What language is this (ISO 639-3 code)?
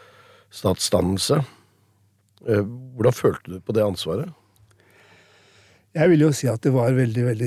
nor